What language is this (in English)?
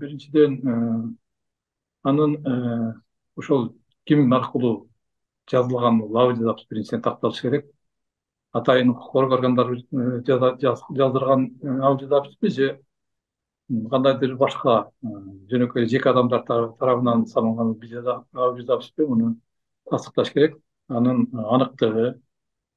Kyrgyz